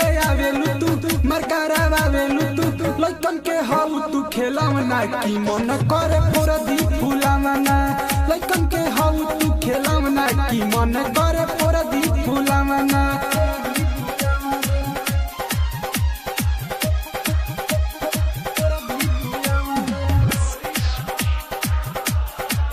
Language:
Bhojpuri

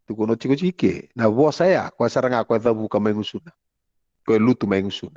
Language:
Fijian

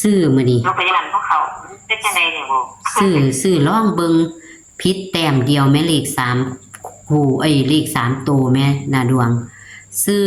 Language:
Northeastern Thai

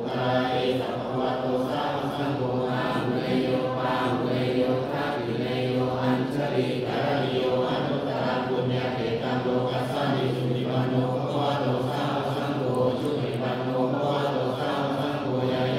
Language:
Pali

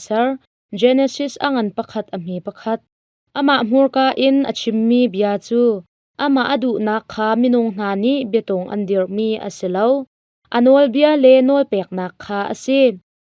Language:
Hakha Chin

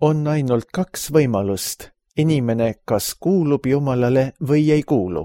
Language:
Estonian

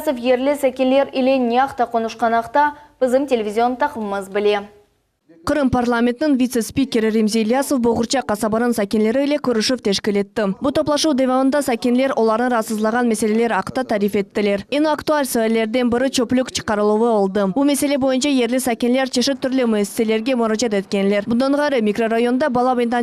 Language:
Crimean Tatar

